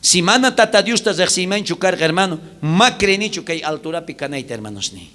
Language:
South Bolivian Quechua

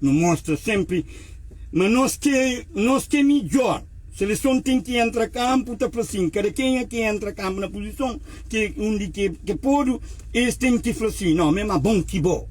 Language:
Kabuverdianu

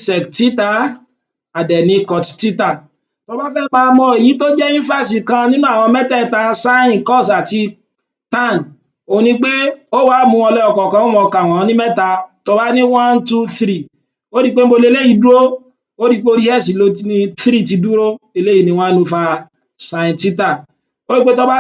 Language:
Yoruba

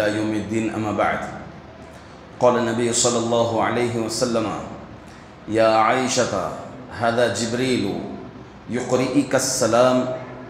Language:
Urdu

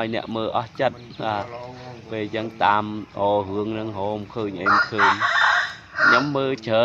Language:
Khmer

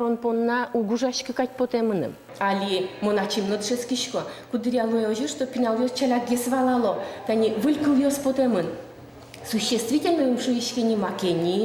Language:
Udmurt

